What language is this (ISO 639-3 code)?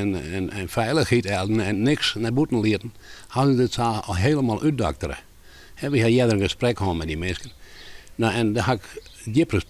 fry